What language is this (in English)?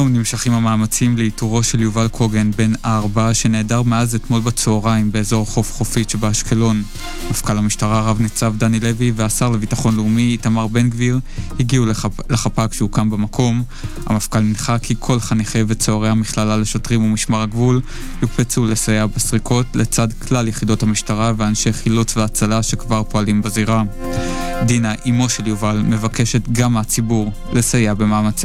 Hebrew